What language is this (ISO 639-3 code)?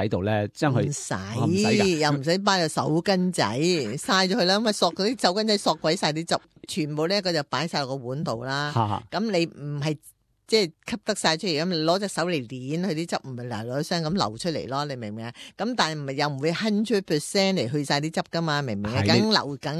yue